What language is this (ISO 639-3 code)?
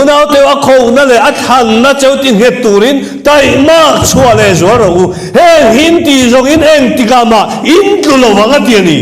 lus